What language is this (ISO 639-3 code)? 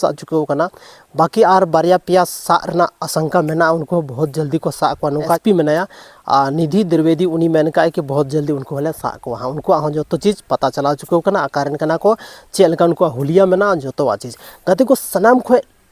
sat